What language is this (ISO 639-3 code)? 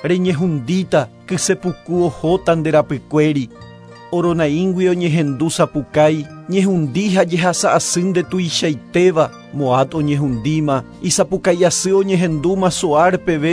grn